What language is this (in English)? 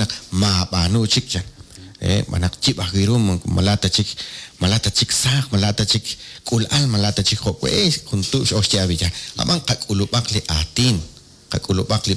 Kekchí